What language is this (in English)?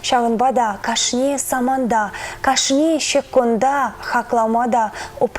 Chuvash